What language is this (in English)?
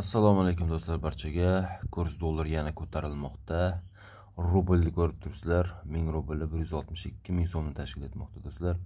Uzbek